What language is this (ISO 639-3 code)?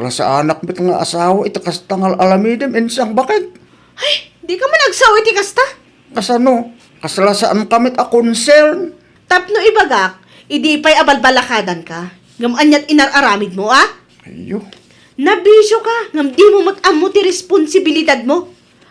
ilo